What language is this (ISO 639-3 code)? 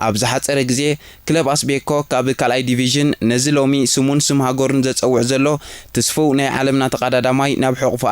tir